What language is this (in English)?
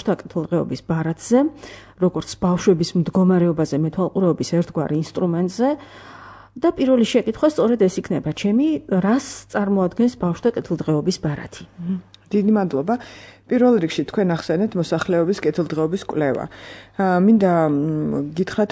Georgian